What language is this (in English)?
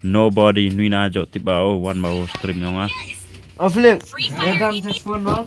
Khasi